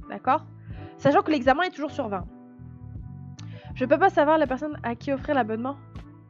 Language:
French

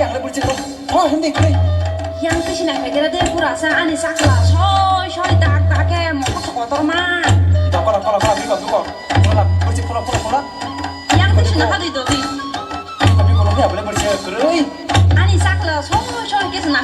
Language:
Kok Borok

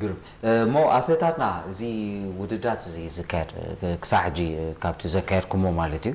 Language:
Tigrinya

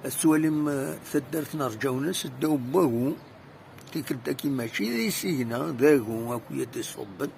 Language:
Kabyle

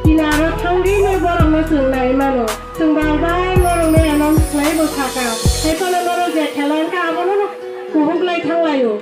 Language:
Kok Borok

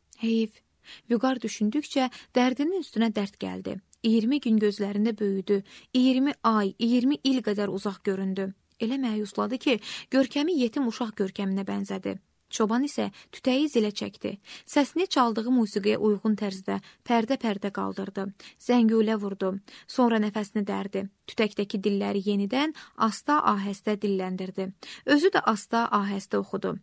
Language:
Azerbaijani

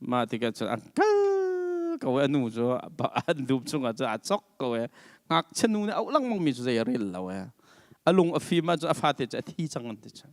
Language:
Hakha Chin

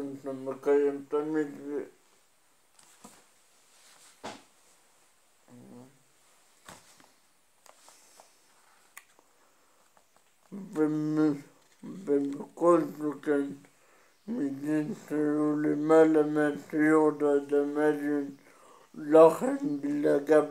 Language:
Hebrew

